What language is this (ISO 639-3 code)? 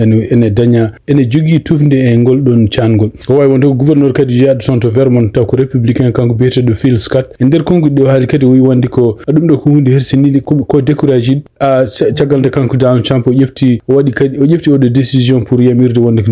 ful